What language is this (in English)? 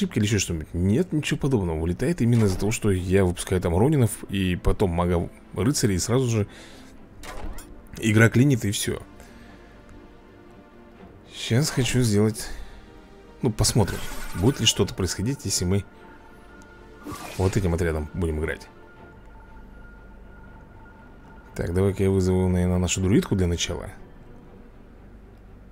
Russian